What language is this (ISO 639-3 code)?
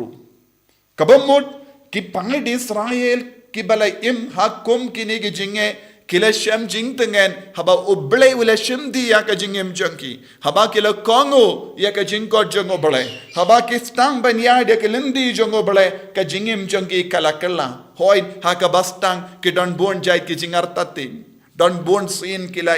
kha